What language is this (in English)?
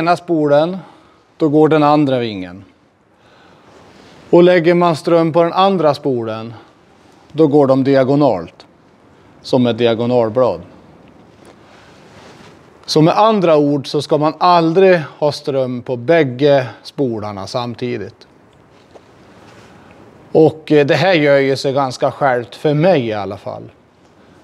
Swedish